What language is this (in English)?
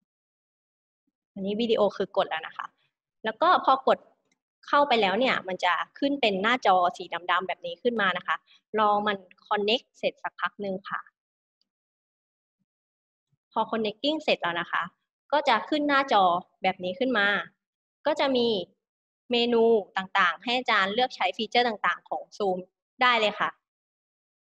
Thai